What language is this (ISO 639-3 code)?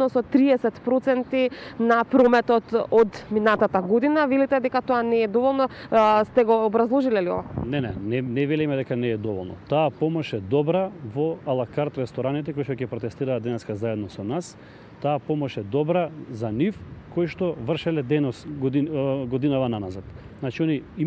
mkd